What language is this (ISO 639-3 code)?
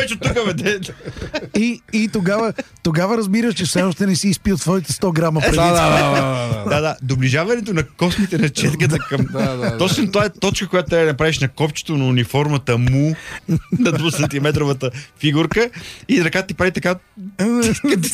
bul